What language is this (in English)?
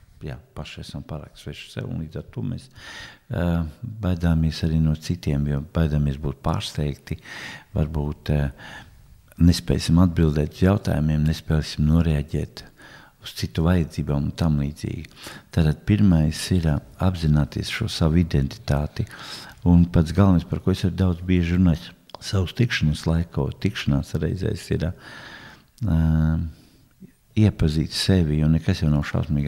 Latvian